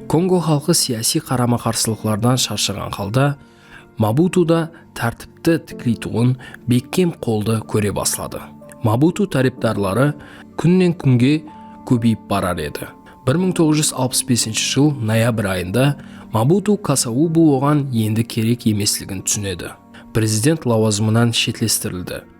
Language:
Kara-Kalpak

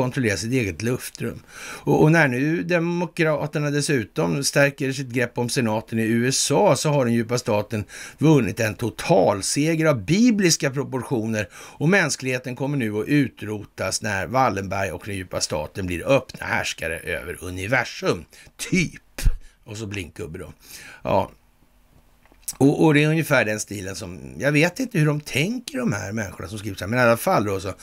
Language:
Swedish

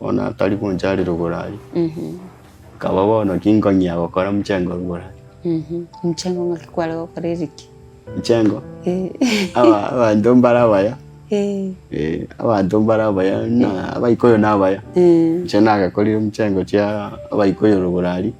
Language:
Gusii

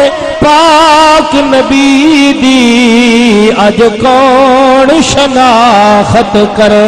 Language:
Saraiki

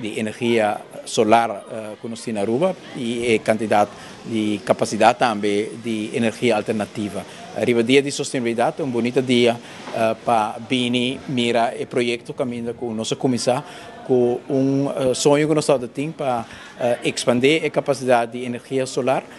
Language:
Papiamento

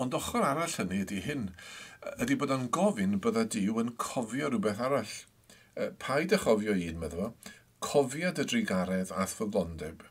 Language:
Welsh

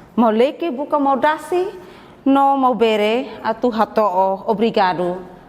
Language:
Tetum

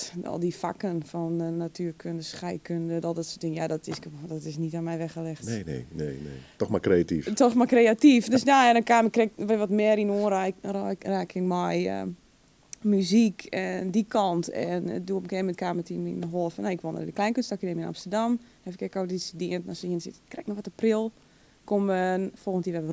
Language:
Western Frisian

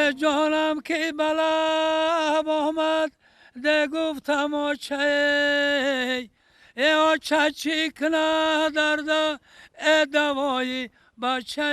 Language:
Tajik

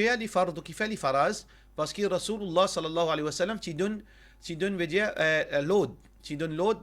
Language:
Morisyen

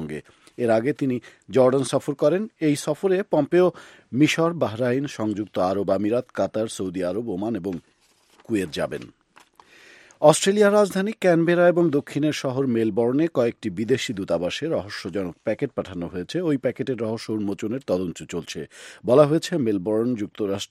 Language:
Bangla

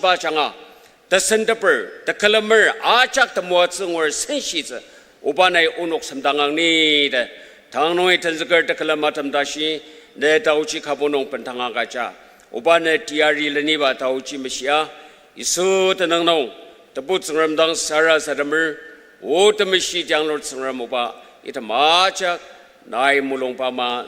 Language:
Ao Naga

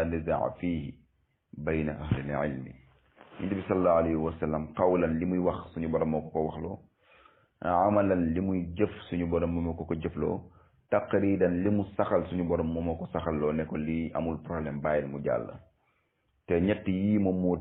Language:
Wolof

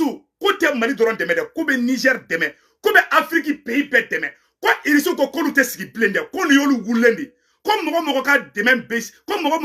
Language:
Bambara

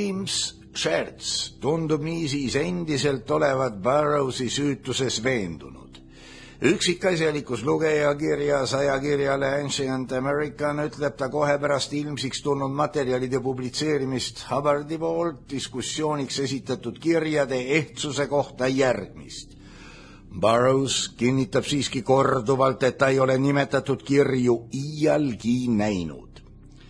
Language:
Estonian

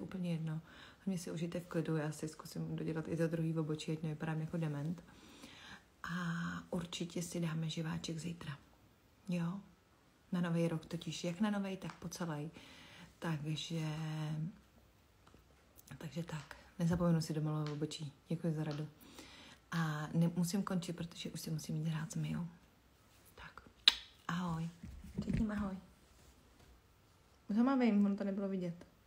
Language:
Czech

